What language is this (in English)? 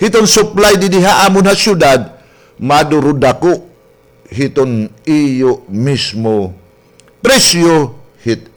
Waray